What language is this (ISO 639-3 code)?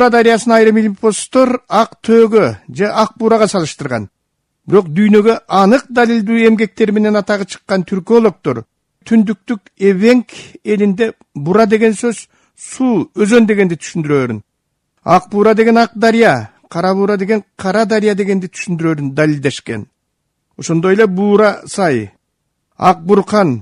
kir